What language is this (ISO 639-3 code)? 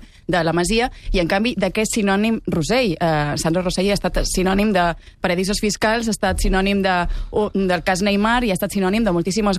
cat